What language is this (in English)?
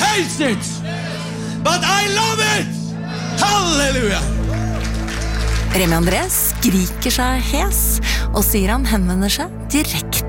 Norwegian